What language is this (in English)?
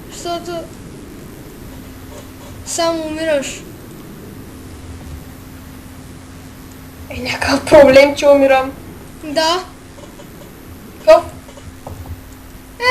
Bulgarian